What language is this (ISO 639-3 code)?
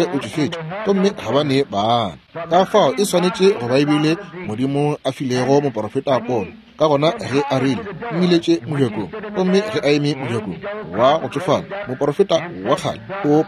nso